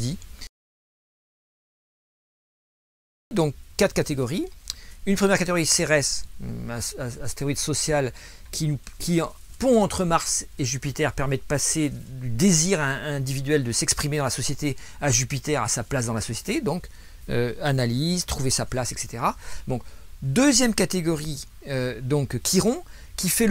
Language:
French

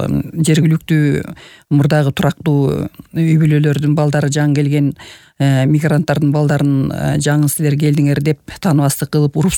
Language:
Kyrgyz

